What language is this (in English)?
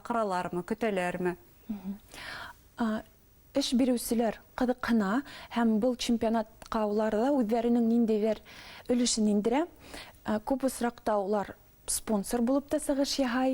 Bashkir